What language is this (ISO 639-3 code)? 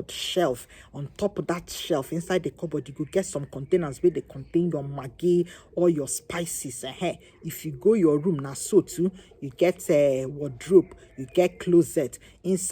pcm